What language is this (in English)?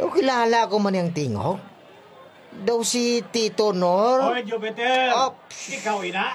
Hiligaynon